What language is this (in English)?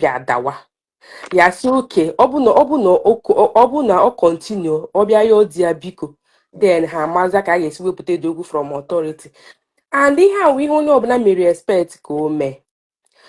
Igbo